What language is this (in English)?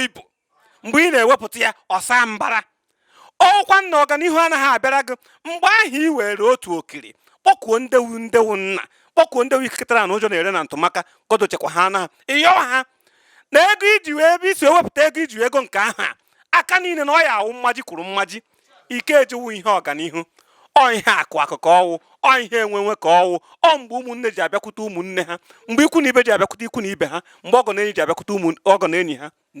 Igbo